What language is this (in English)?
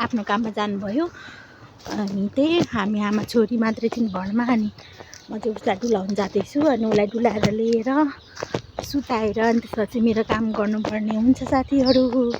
Nepali